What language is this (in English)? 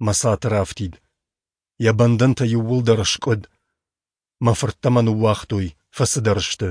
Ossetic